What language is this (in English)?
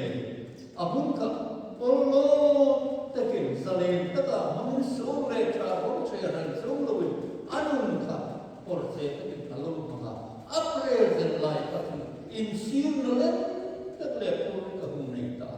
Hmar